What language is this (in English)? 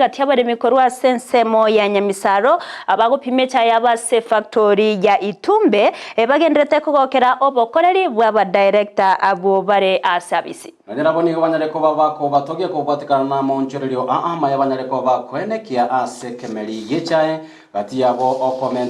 Gusii